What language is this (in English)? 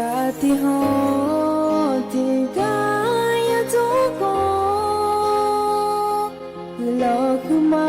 Akha